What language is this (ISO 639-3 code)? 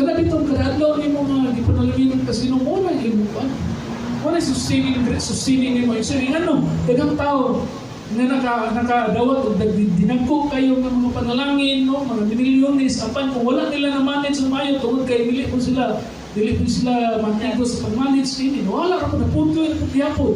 ceb